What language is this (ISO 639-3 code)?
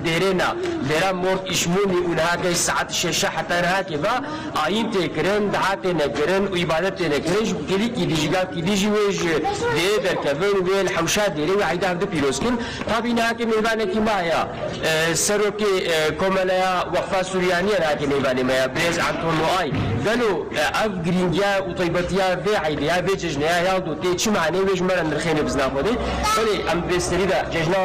kur